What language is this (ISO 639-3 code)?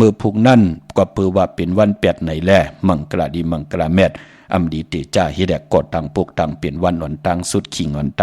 shn